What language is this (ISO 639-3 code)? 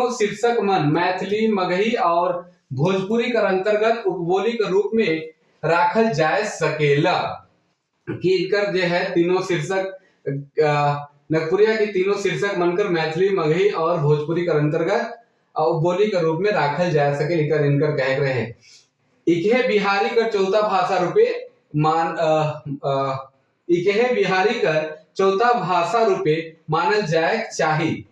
sck